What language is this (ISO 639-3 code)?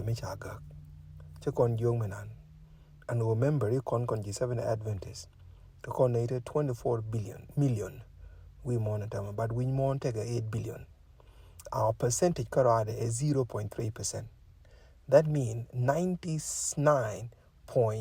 nus